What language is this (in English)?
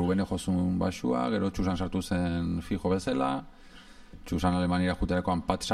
Basque